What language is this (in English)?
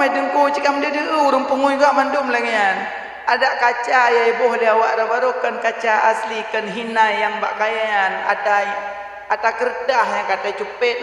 Achinese